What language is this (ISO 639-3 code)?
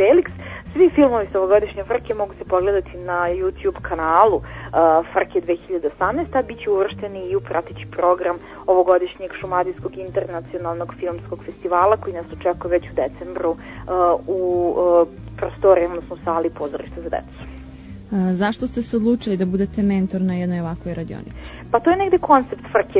srp